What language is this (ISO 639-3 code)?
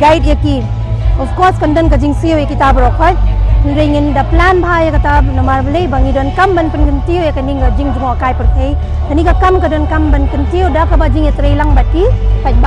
pbv